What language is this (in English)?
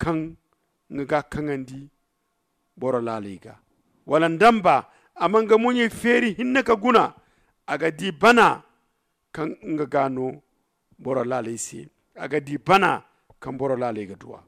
Zarma